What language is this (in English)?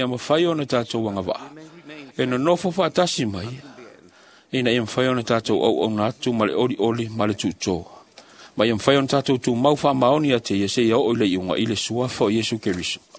Samoan